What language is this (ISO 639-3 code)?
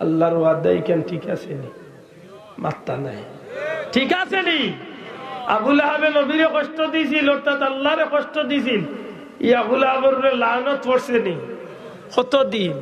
syl